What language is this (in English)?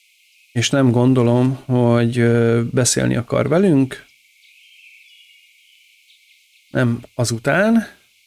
Hungarian